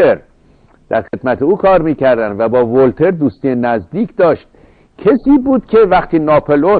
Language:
Persian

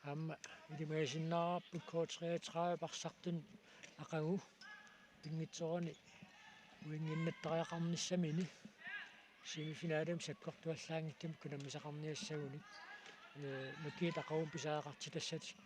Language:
Kalaallisut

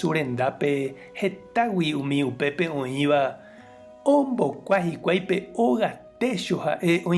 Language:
Guarani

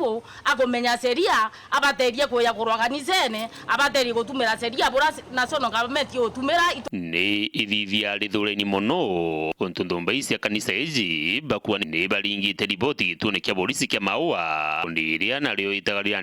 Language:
Meru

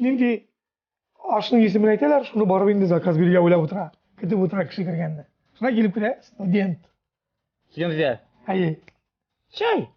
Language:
Tatar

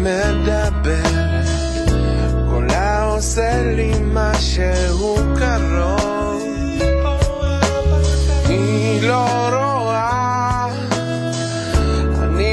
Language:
Hebrew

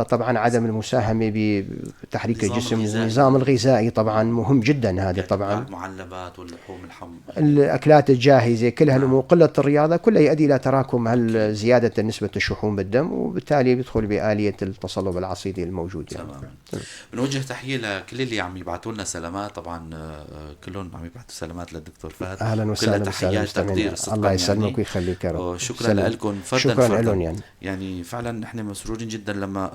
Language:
North Levantine Arabic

